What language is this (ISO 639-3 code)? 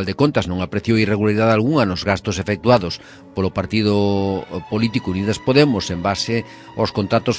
glg